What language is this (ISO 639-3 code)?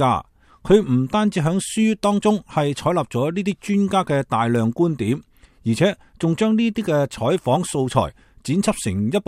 yue